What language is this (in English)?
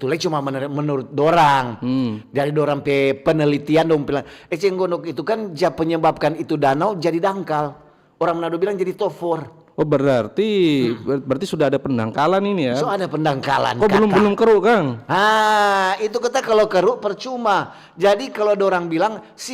Manado Malay